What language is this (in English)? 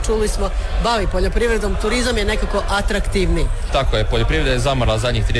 Croatian